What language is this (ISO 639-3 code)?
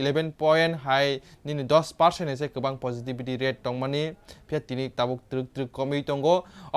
trp